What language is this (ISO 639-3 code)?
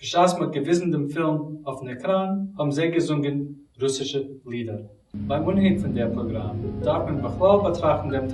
yid